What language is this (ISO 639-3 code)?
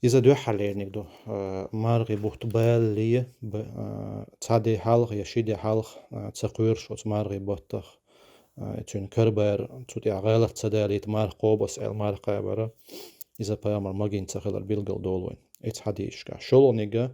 che